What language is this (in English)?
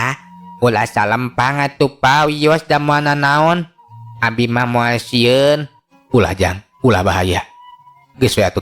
Sundanese